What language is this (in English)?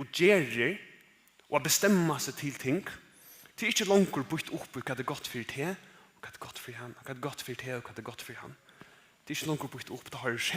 Faroese